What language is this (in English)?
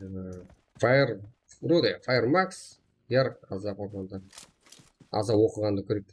Kara-Kalpak